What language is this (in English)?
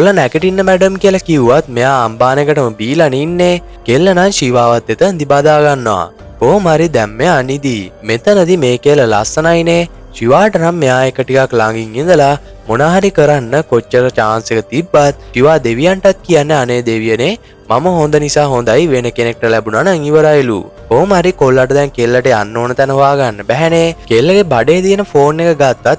Sinhala